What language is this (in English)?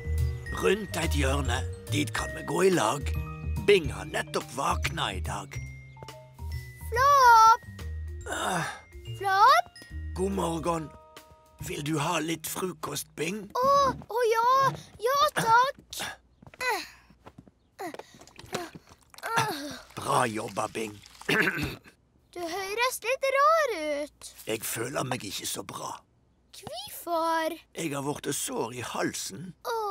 Norwegian